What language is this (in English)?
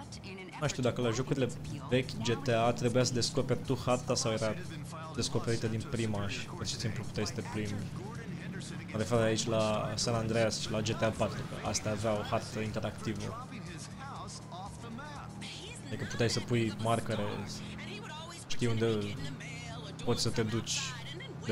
Romanian